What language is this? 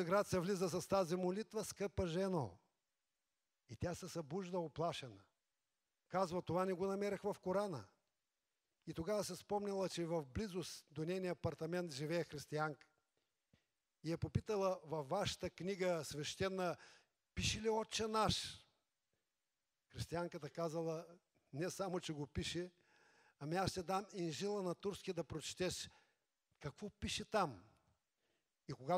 Bulgarian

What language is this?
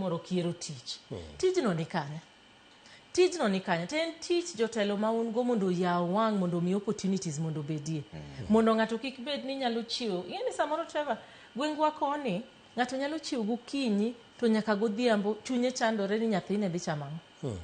Luo (Kenya and Tanzania)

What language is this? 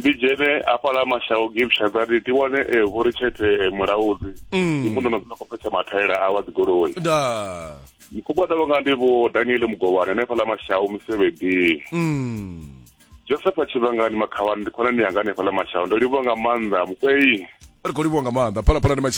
Venda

